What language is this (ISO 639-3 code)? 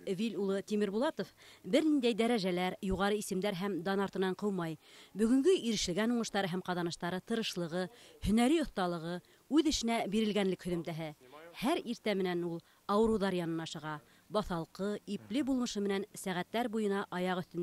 bak